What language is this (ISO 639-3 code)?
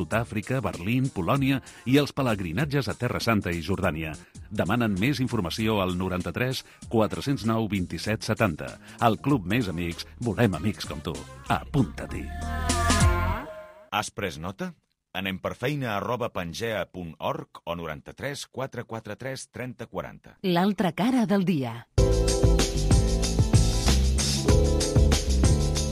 cat